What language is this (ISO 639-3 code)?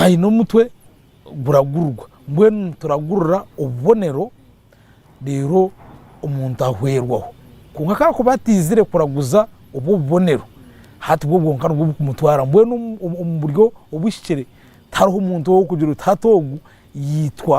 nyn